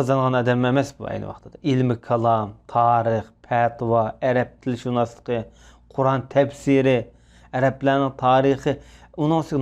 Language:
Uyghur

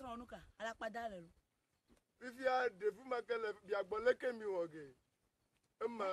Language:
Ewe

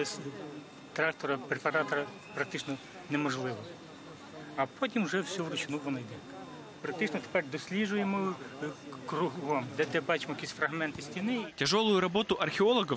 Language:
Ukrainian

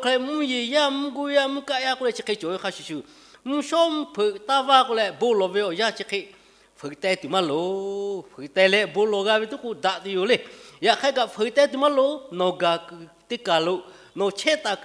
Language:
Lahu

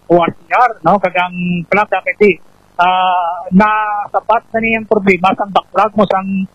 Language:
Hiligaynon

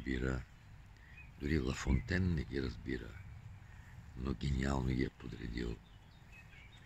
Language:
Bulgarian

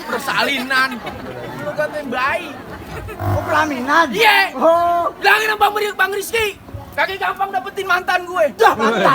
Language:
Betawi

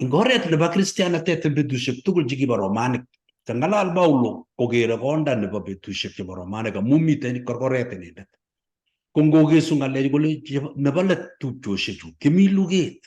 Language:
Kalenjin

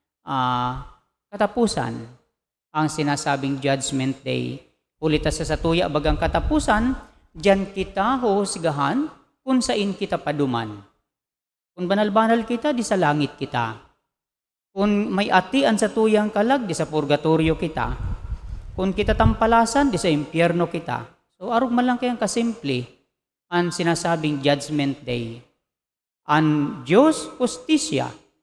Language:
Bikol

